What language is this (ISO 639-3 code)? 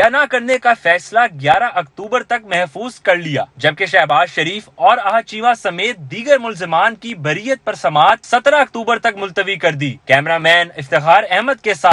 urd